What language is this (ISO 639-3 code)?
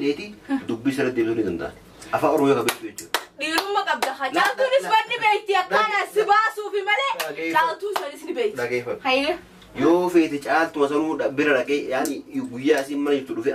orm